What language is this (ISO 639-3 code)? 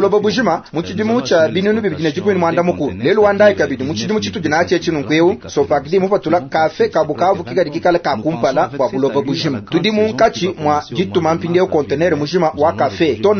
lua